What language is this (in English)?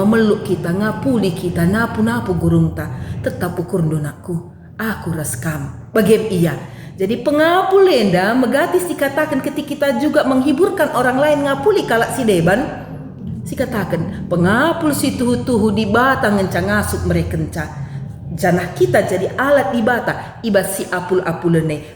Batak Karo